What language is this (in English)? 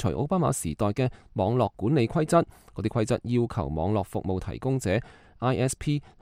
Cantonese